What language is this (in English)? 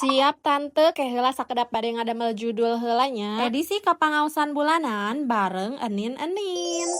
Sundanese